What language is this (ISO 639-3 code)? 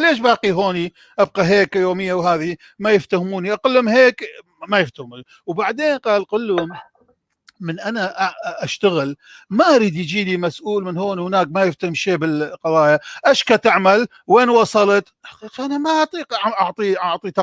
apc